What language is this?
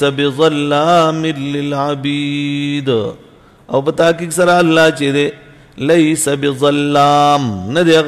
Pashto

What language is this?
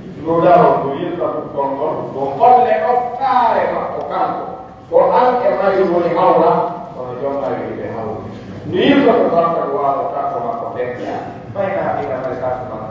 Pular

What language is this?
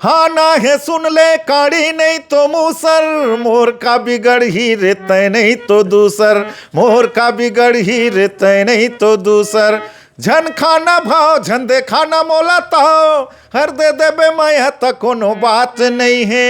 Chhattisgarhi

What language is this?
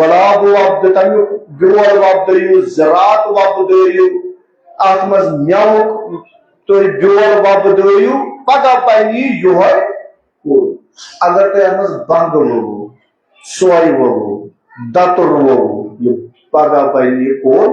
Kashmiri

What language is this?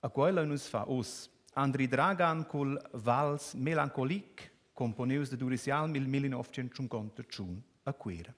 Romansh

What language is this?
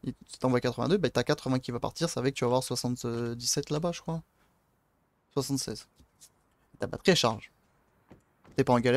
French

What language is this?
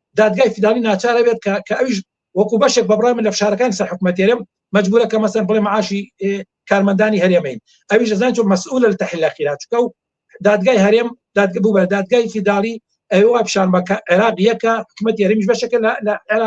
Central Kurdish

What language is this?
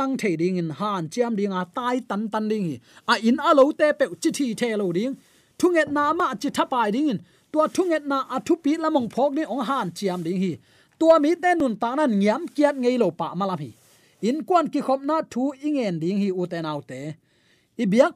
Tedim Chin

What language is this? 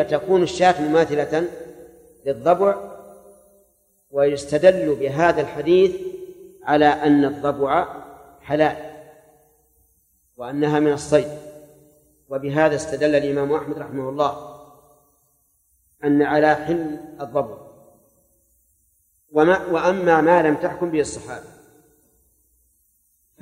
Arabic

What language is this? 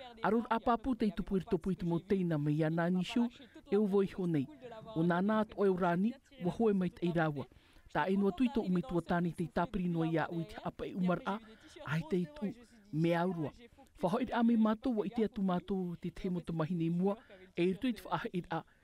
Tahitian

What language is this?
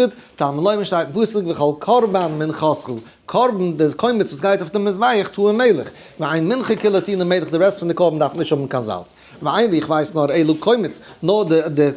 Yiddish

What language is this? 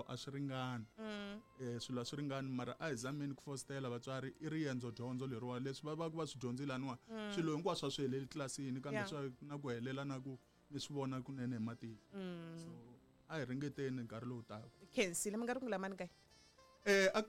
Tsonga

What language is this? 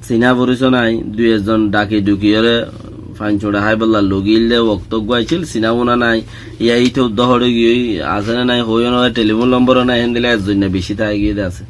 Rohingya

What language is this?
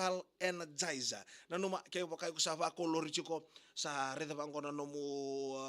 Fijian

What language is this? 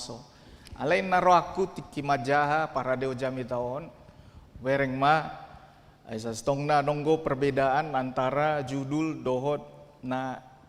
Batak Toba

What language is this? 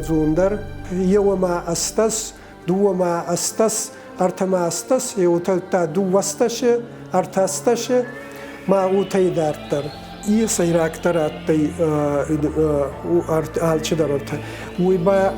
Ossetic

